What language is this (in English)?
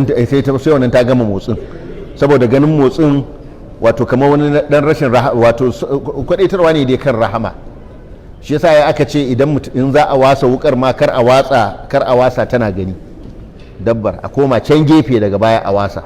Hausa